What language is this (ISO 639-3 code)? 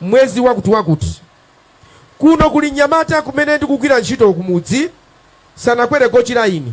nya